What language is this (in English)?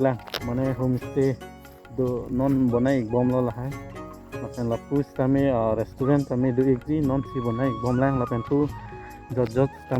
Karbi